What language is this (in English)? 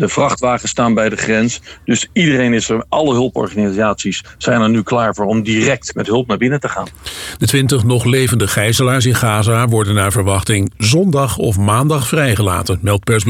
Dutch